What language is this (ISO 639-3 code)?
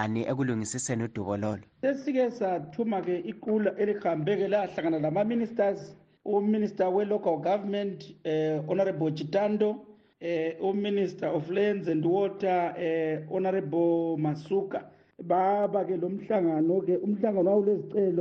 nde